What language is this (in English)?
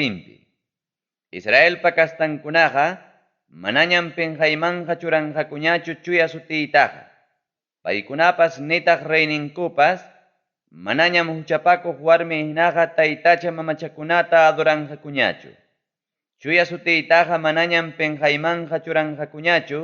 Ayacucho Quechua